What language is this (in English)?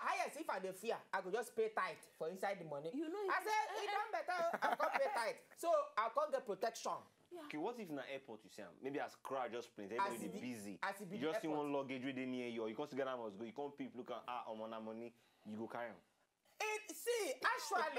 Nigerian Pidgin